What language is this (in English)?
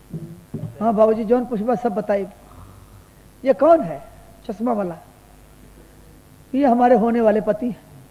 Bhojpuri